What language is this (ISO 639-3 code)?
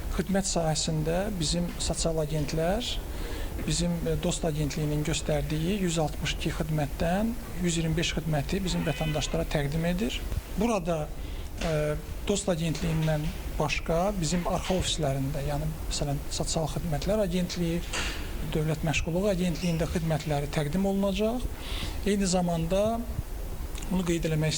aze